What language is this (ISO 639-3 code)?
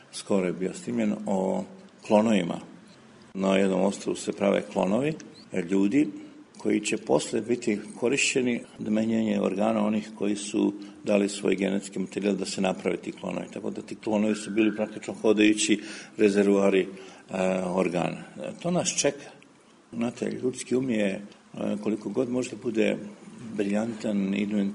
srp